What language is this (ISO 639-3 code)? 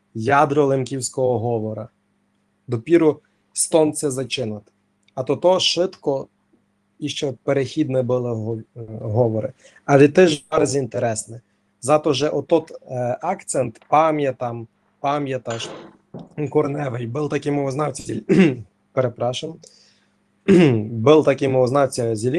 rue